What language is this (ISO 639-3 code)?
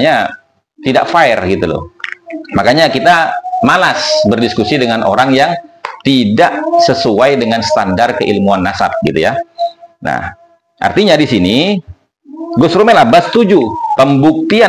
ind